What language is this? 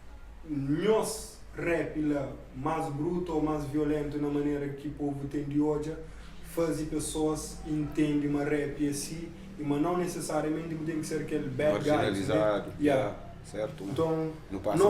Kabuverdianu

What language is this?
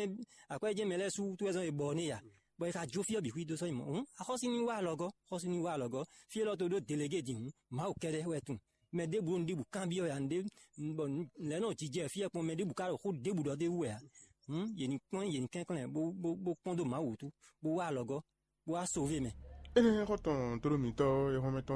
Fon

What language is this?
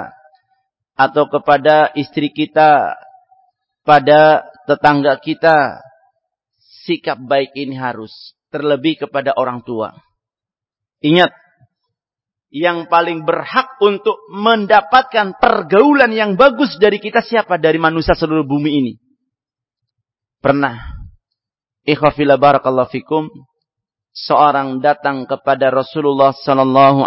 Indonesian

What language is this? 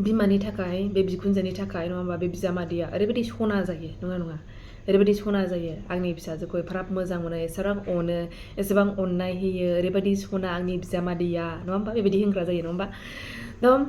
Bodo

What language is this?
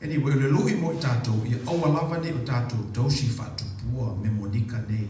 Samoan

